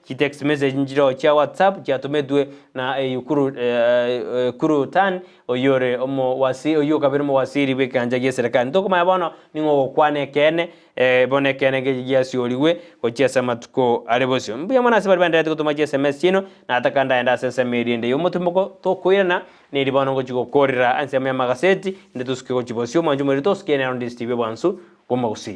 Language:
Gusii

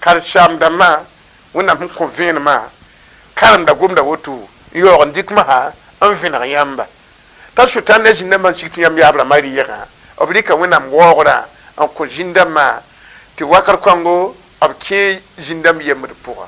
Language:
Mossi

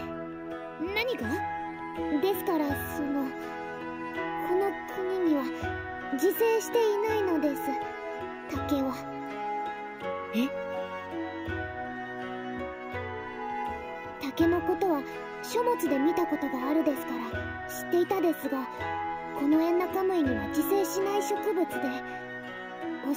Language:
Japanese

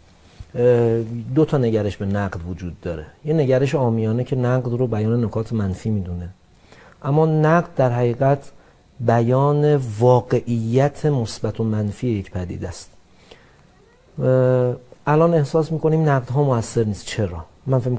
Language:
Persian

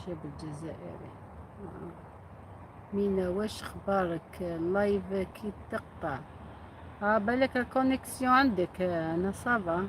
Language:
Algerian Arabic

